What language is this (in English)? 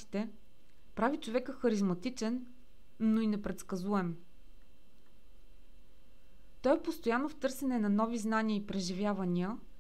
Bulgarian